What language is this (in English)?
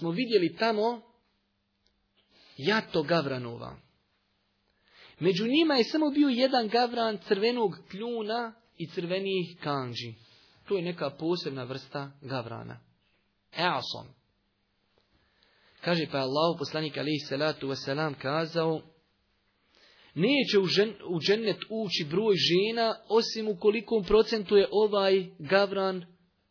Bosnian